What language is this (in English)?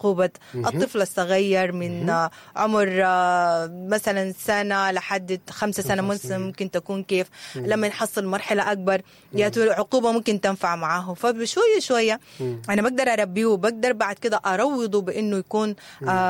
Sudanese Arabic